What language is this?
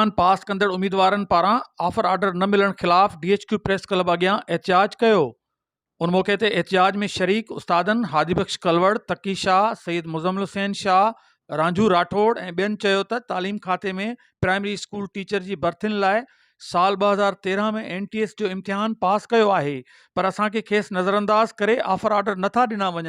Sindhi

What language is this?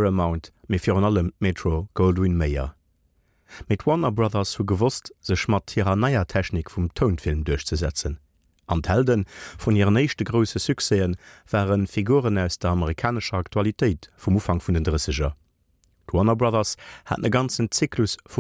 Luxembourgish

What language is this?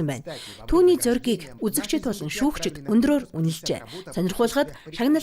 Mongolian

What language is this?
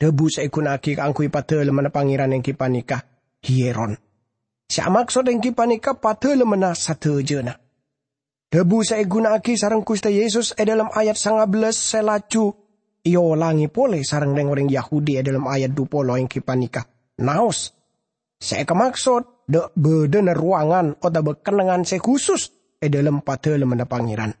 Madurese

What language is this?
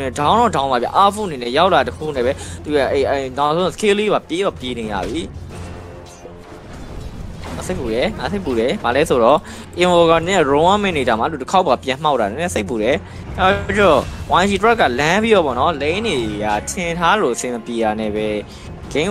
Burmese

